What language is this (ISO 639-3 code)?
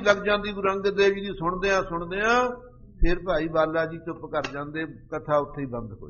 pan